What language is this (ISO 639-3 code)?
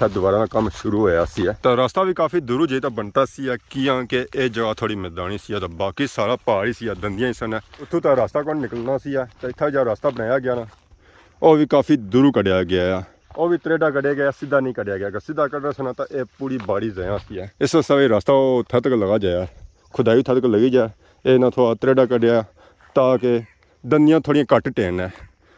phr